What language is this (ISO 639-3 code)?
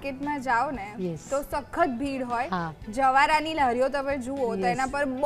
guj